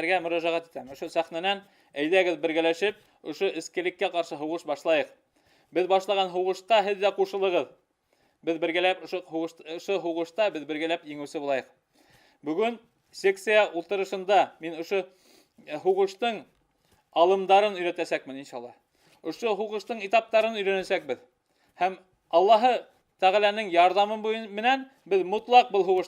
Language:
Bashkir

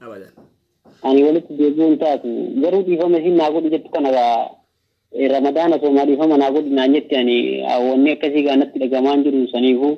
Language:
Oromo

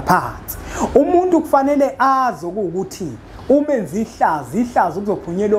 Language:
Zulu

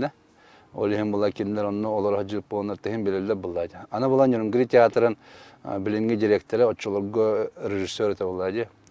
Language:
Yakut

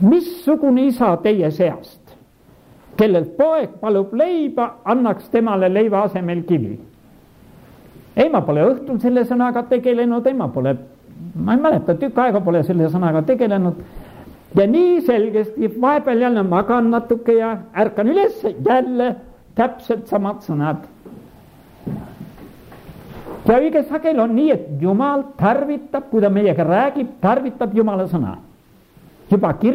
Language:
Estonian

